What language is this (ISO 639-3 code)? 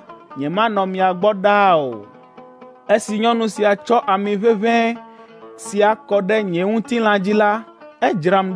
ewe